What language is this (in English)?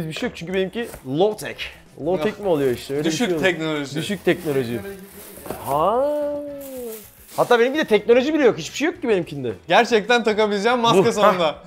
Turkish